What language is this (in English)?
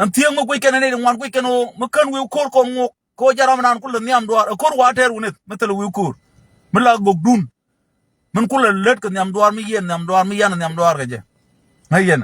Nuer